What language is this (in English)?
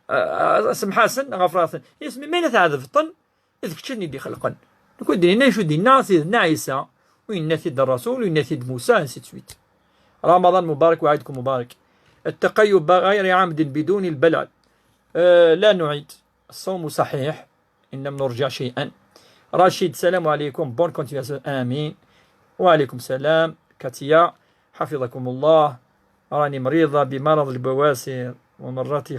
Kabyle